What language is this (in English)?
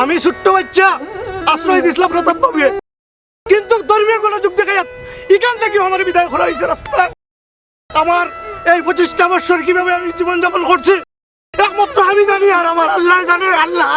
Sylheti